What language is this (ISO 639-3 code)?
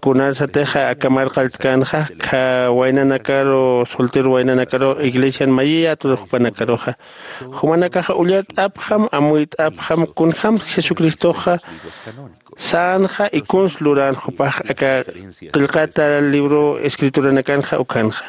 aym